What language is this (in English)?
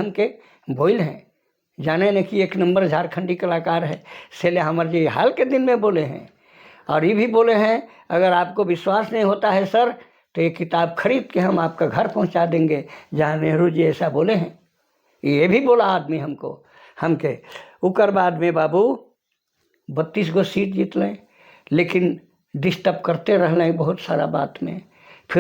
Sadri